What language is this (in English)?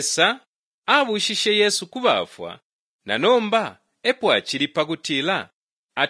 Bemba